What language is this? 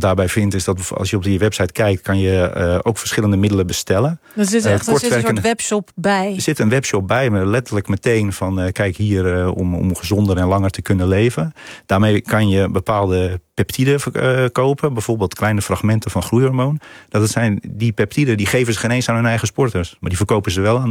Dutch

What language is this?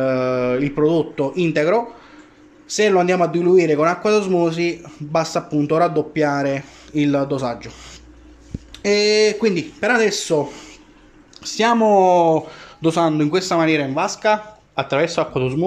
Italian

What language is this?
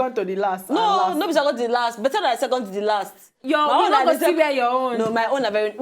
Nigerian Pidgin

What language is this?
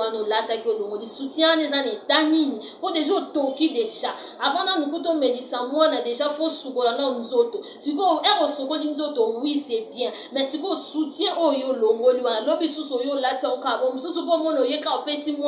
Lingala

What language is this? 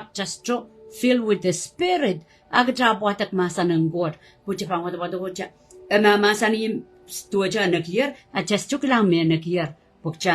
Pohnpeian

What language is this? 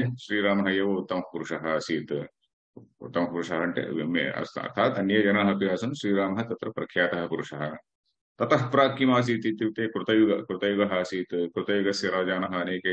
Sanskrit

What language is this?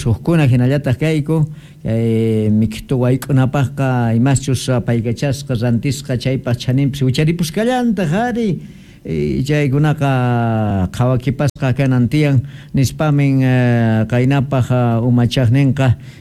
Quechua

